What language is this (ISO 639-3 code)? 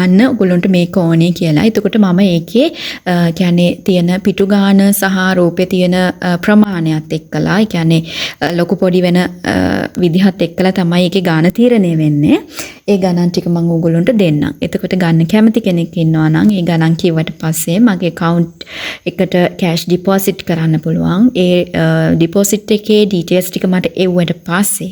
sin